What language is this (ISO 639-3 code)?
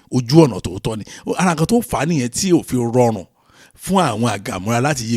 yor